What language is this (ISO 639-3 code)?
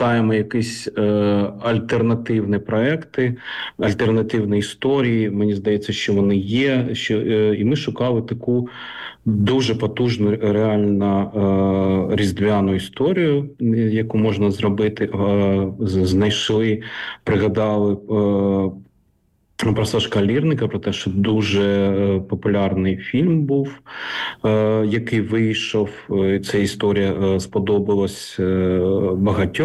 ukr